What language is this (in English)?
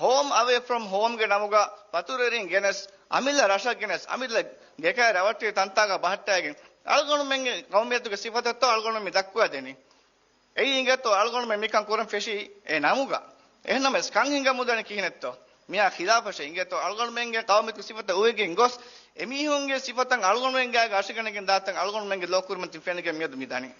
Divehi